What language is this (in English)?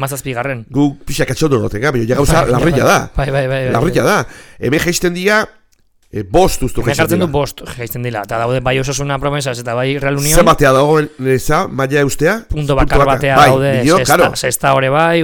Basque